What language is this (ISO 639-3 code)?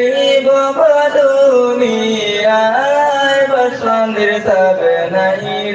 syl